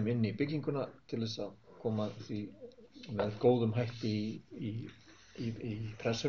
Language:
Icelandic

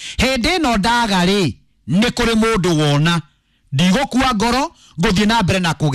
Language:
Kikuyu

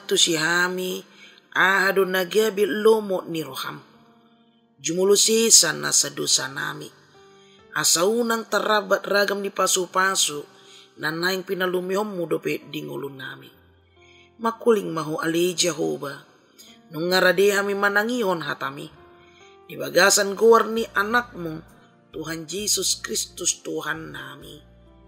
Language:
Batak Toba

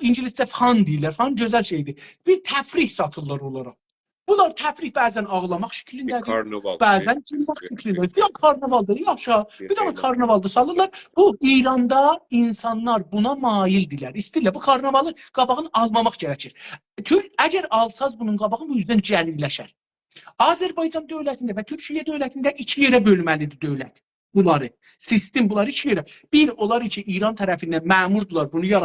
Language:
South Azerbaijani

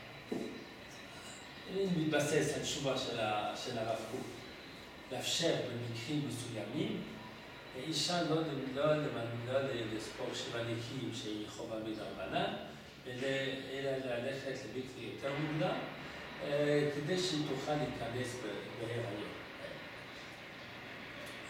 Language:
Hebrew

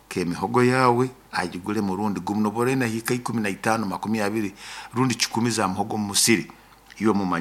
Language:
Nyoro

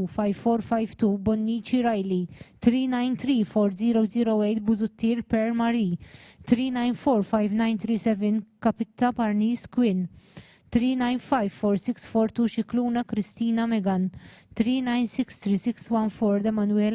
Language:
English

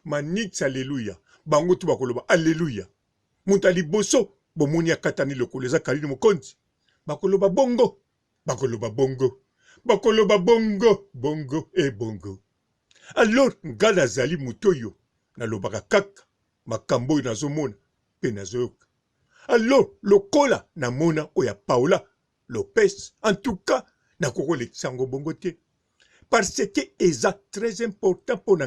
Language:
Lingala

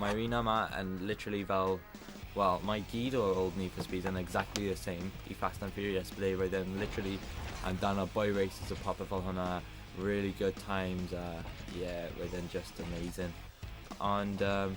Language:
Welsh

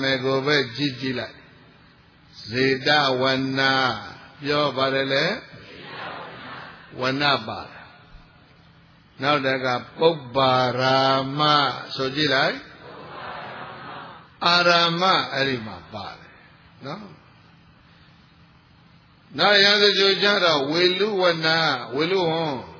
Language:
Burmese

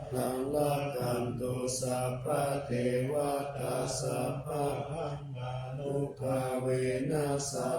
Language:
Pali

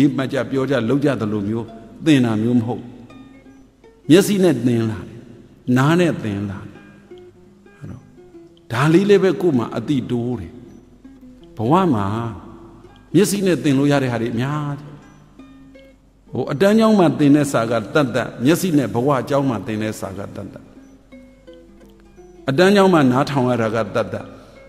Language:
Burmese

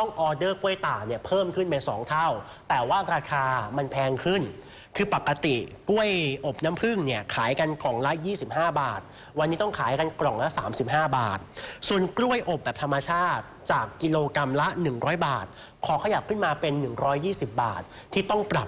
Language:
Thai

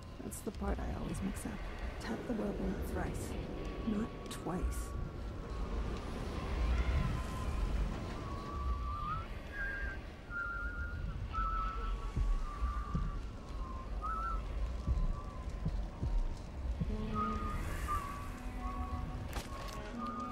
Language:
English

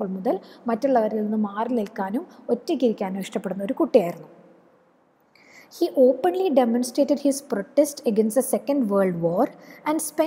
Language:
Malayalam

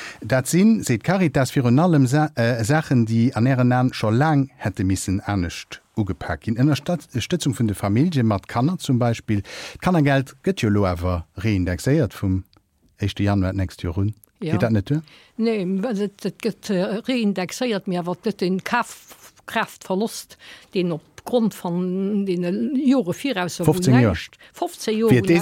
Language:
Luxembourgish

